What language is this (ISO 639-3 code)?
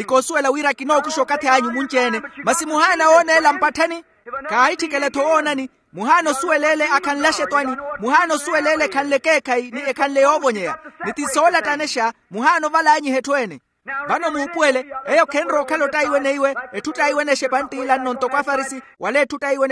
vmw